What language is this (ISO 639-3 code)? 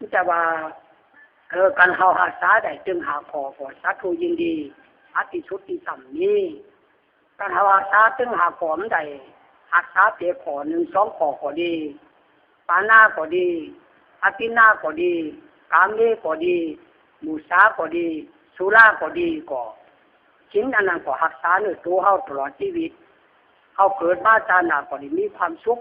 khb